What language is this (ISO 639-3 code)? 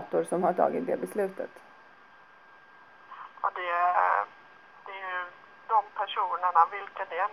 swe